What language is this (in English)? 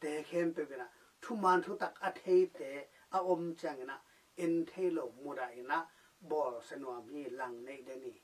Tedim Chin